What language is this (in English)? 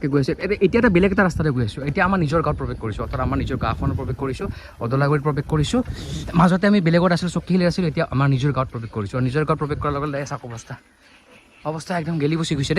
Assamese